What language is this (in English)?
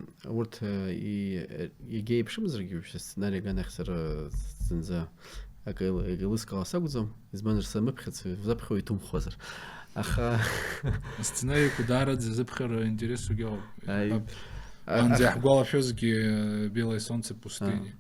Abkhazian